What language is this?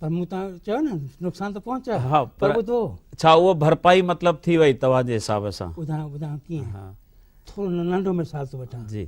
Sindhi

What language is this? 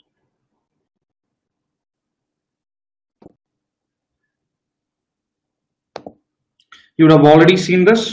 English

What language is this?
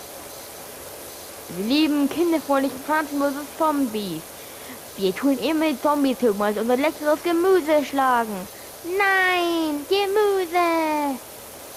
German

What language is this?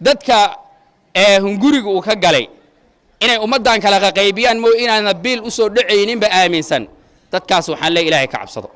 Somali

